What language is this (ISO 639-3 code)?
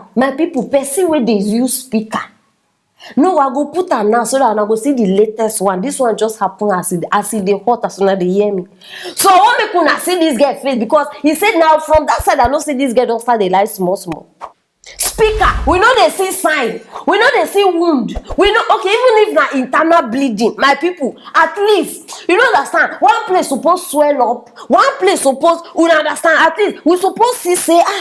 pcm